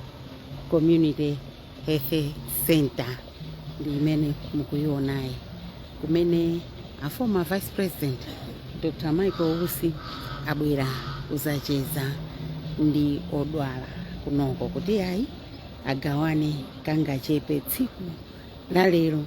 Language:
Nyanja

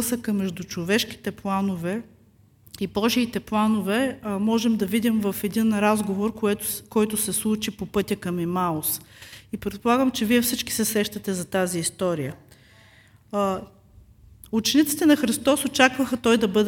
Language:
Bulgarian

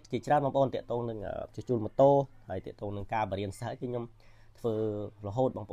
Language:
Khmer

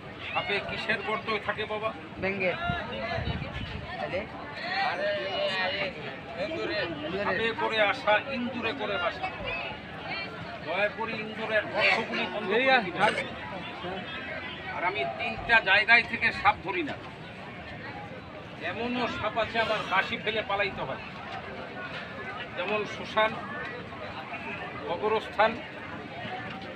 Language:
Bangla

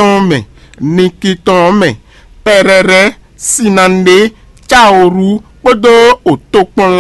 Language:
Fon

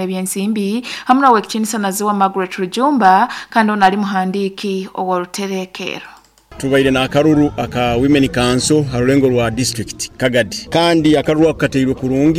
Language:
Nyankole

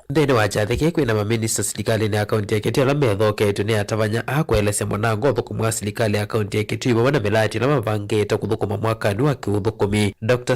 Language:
Kamba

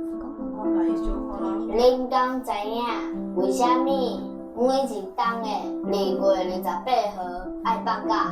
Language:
Min Nan Chinese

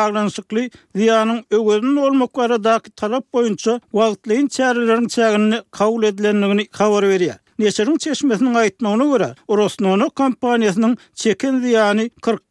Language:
Turkmen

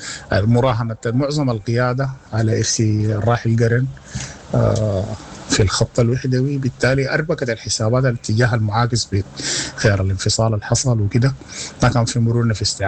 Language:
Sudanese Arabic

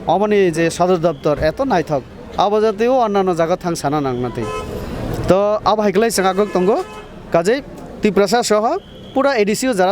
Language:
Kok Borok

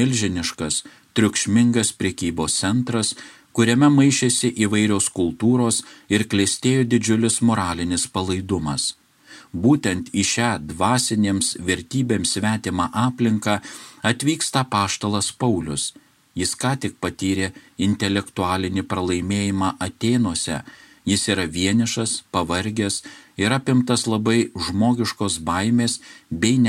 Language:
Lithuanian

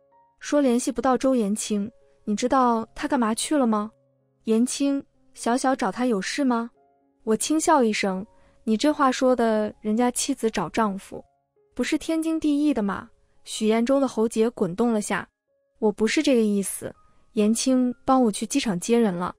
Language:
Chinese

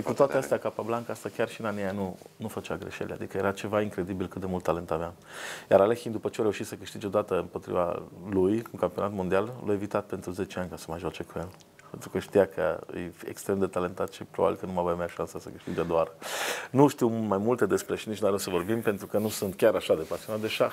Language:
Romanian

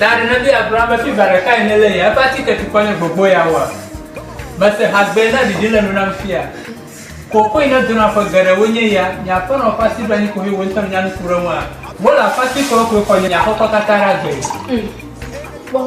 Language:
Ewe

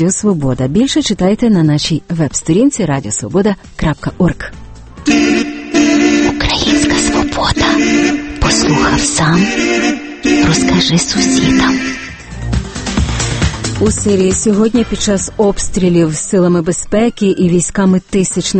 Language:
Ukrainian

